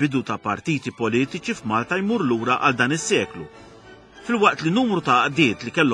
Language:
Maltese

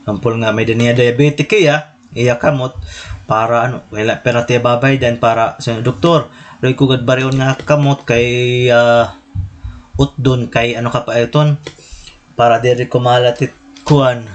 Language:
Waray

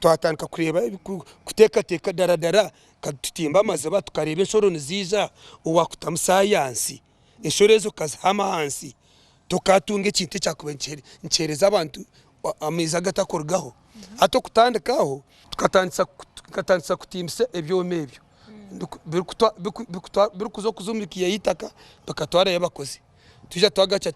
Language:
Nyankole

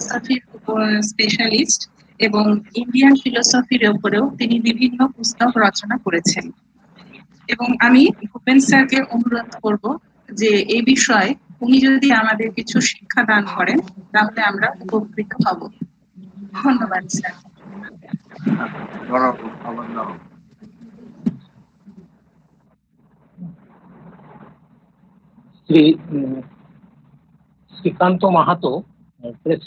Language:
Bangla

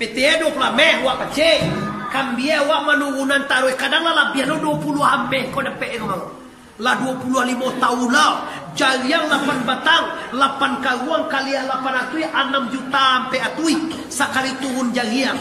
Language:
Minangkabau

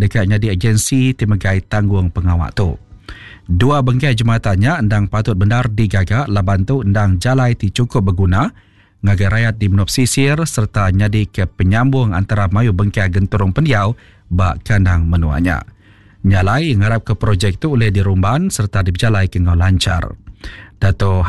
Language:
Iban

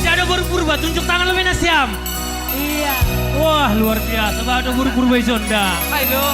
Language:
Batak Simalungun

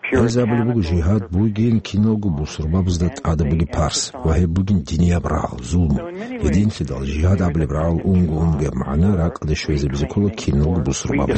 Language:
Avaric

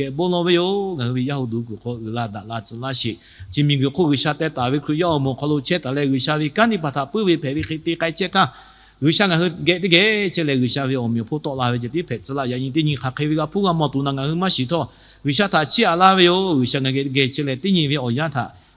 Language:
Lahu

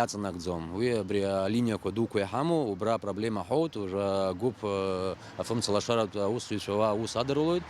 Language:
Abkhazian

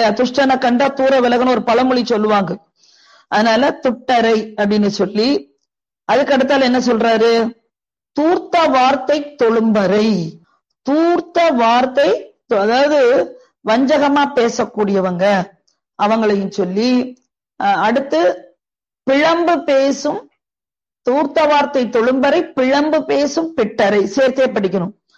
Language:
Tamil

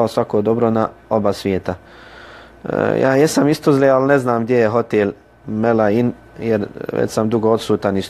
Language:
Bosnian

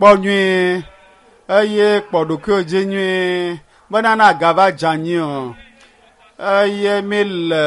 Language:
Ewe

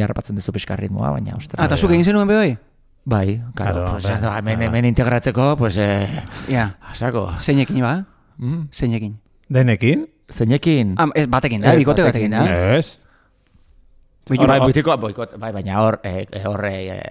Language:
Basque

